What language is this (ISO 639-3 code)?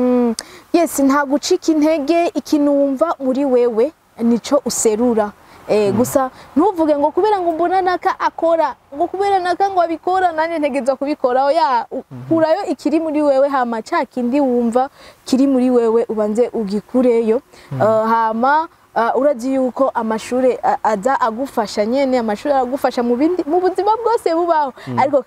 run